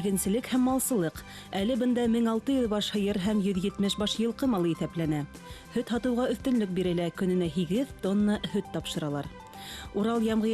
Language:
Bashkir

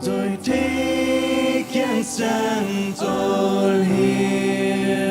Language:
Plautdietsch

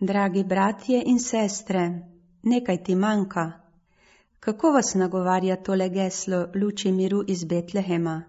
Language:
Slovenian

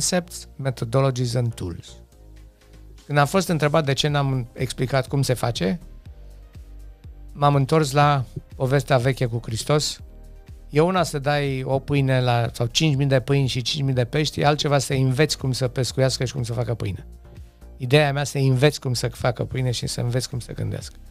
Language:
Romanian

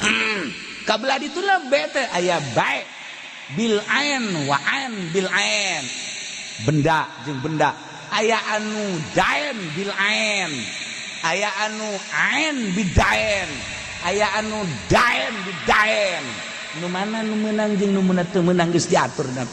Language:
Sundanese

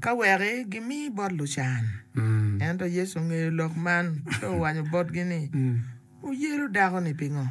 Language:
Acoli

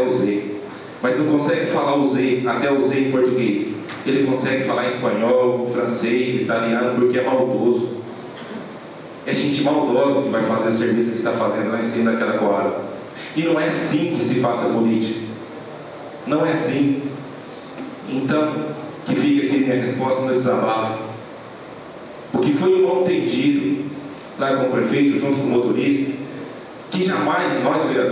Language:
Portuguese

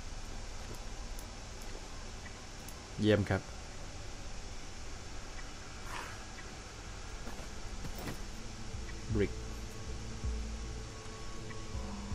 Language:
Thai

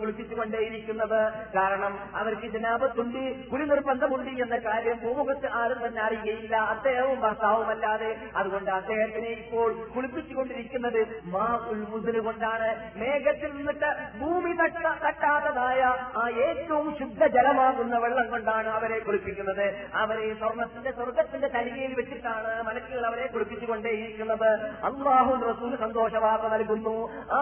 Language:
Malayalam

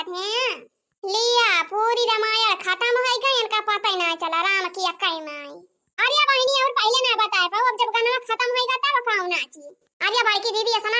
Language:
Awadhi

